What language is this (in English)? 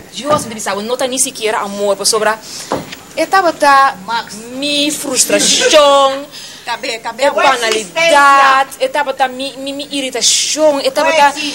Papiamento